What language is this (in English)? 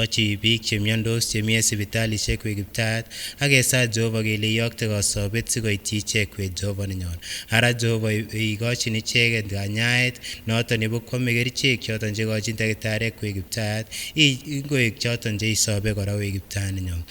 Kipsigis